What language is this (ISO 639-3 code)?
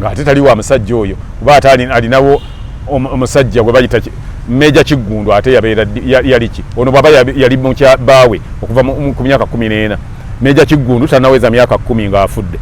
lug